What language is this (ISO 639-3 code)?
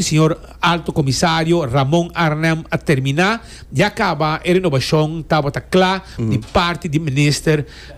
pap